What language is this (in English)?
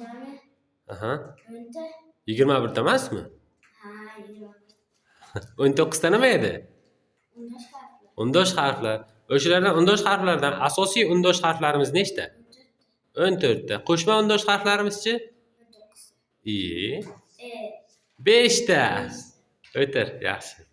Uzbek